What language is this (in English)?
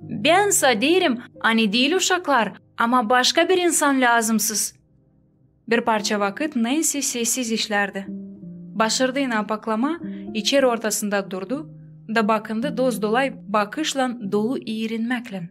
Gagauz